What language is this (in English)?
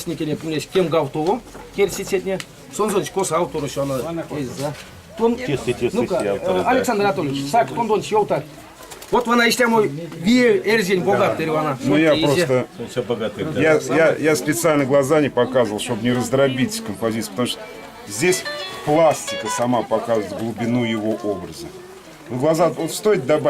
Erzya